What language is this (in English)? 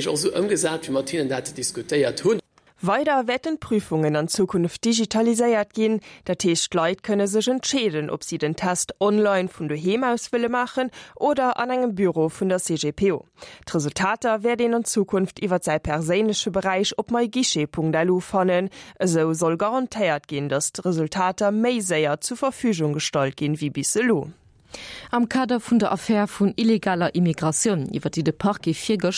Luxembourgish